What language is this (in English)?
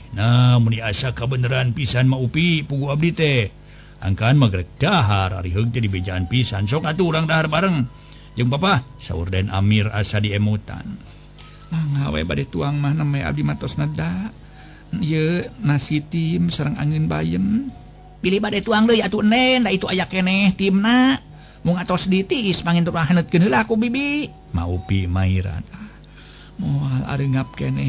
Sundanese